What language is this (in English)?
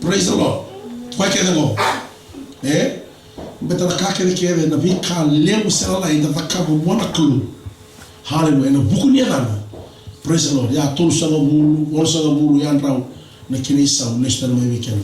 Fijian